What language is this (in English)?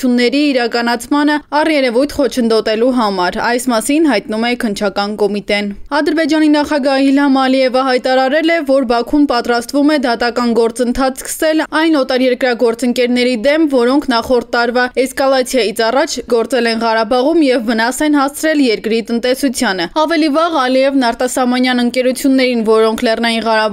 Armenian